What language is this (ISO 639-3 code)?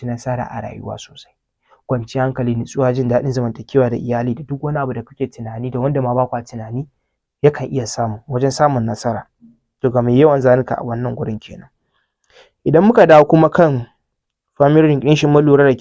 hau